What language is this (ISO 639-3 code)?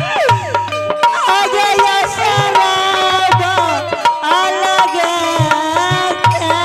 anp